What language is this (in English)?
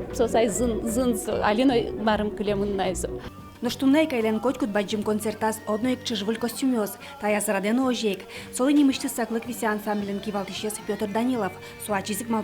Udmurt